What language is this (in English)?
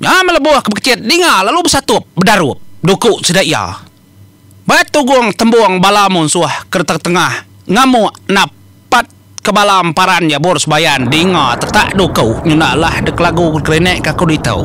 Iban